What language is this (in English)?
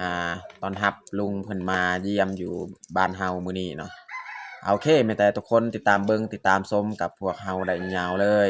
Lao